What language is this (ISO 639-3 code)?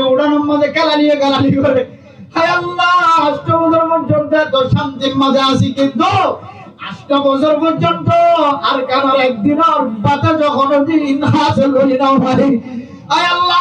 rhg